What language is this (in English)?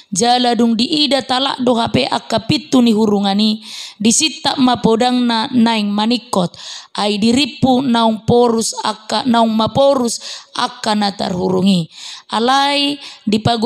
Batak Toba